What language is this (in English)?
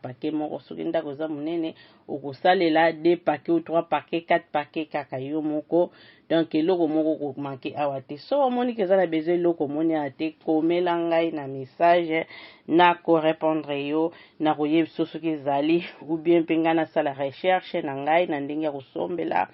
Lingala